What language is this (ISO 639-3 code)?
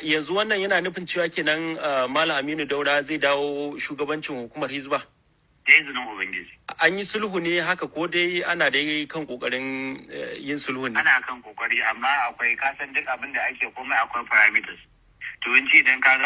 hau